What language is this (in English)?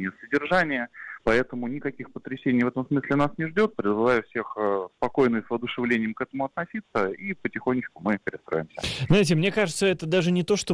Russian